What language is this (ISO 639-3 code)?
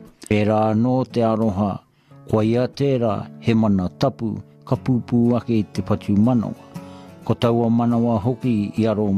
mri